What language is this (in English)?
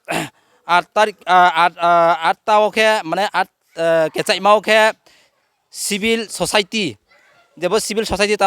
Riang (India)